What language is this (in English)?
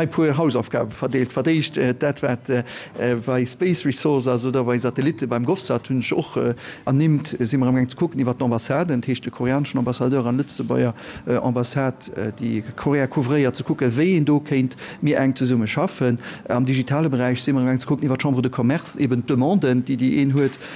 Luxembourgish